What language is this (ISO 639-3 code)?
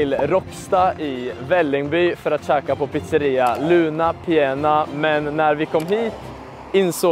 swe